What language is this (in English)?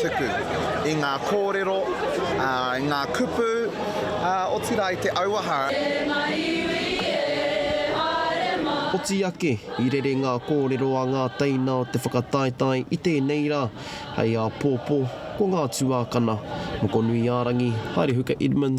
Māori